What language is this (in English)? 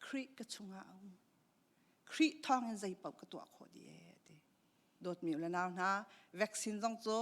Hakha Chin